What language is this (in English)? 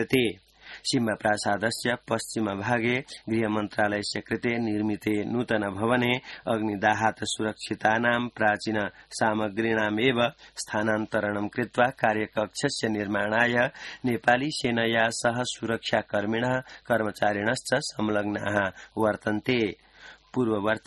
Sanskrit